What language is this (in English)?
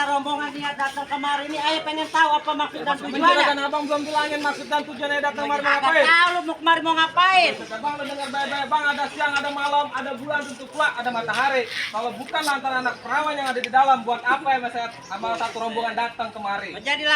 Betawi